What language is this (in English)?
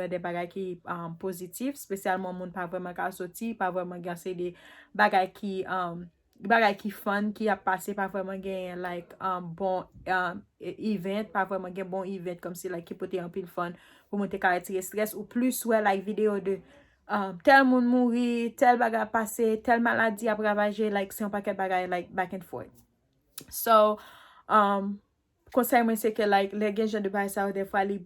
Haitian Creole